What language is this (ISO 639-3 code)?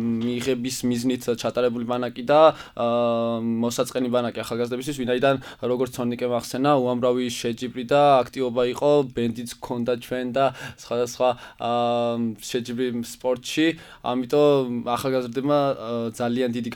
kat